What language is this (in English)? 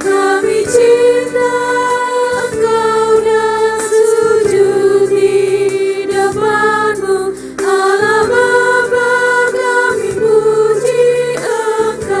Ambonese Malay